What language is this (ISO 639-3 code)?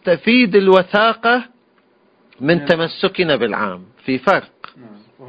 ara